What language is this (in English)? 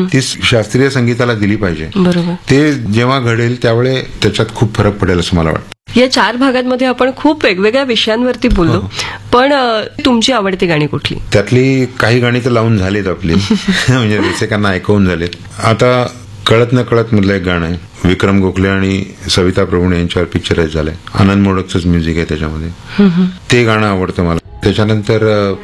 Marathi